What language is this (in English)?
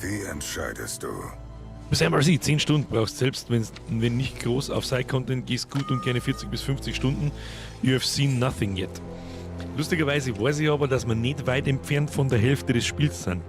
Bavarian